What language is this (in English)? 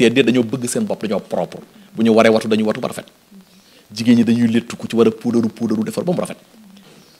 Wolof